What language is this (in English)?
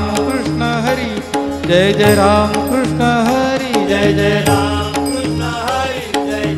Marathi